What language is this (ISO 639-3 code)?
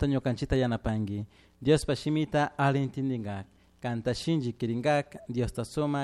qug